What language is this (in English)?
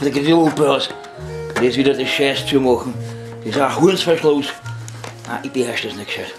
Bavarian